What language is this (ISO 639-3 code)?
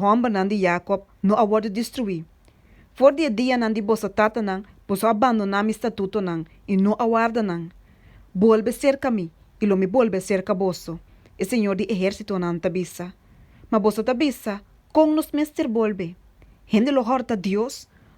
pap